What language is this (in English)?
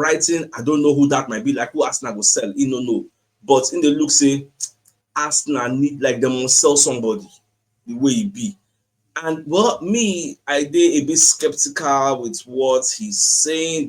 Nigerian Pidgin